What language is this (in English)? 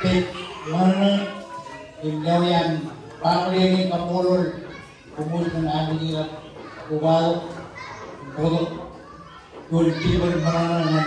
Marshallese